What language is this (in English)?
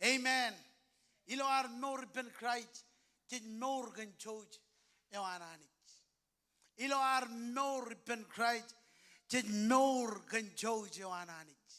Marshallese